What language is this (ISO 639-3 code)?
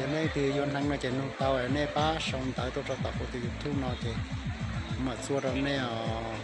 hmn